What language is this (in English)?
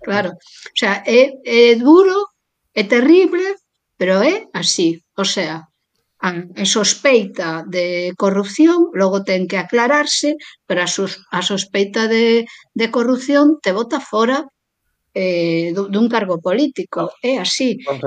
Galician